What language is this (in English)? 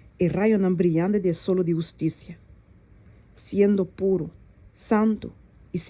Papiamento